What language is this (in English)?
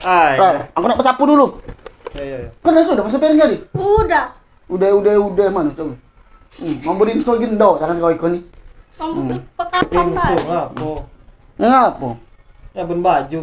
Musi